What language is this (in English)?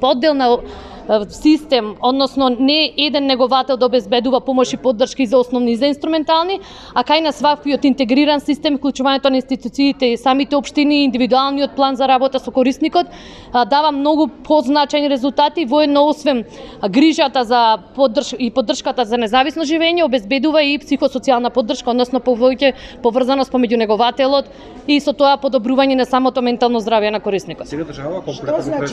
Macedonian